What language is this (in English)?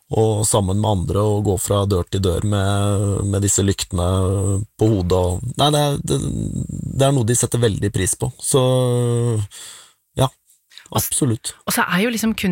Norwegian